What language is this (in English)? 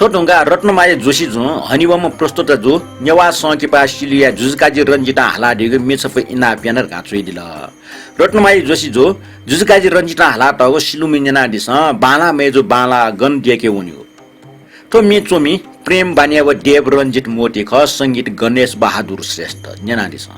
Newari